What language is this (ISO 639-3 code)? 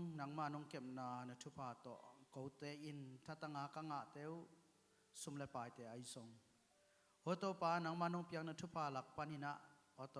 ctd